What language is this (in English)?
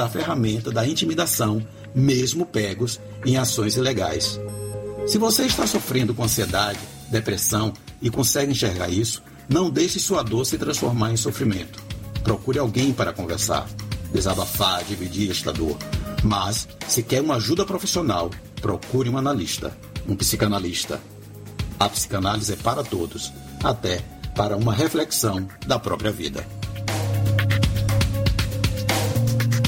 Portuguese